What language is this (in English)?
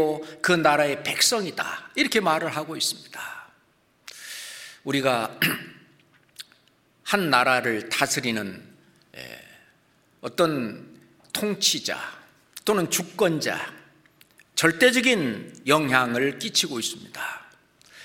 Korean